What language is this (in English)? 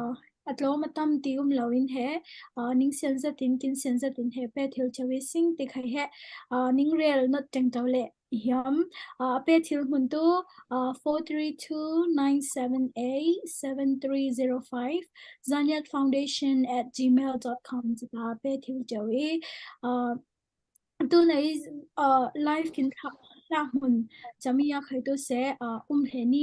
Falam Chin